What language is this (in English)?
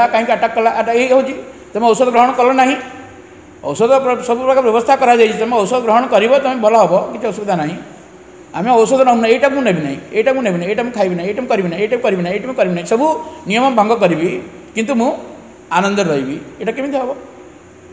Odia